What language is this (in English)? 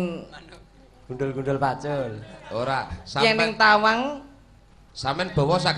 Javanese